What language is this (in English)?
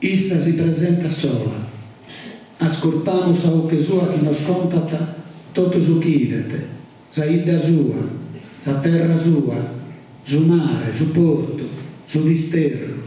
Sardinian